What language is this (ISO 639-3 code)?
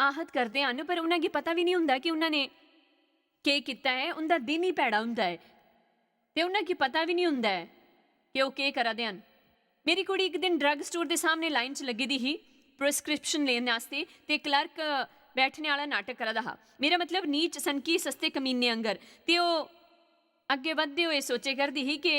doi